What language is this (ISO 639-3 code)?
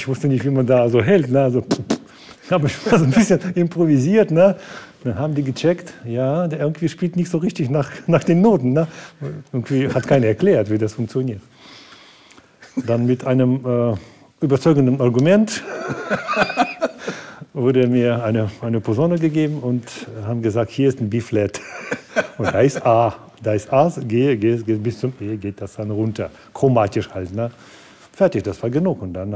deu